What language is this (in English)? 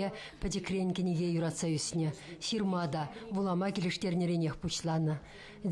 Chuvash